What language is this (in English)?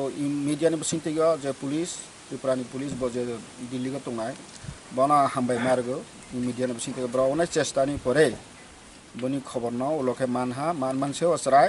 Kok Borok